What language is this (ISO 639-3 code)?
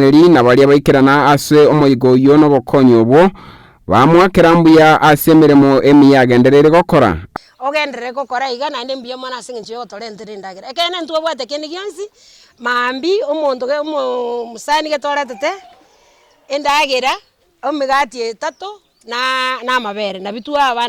guz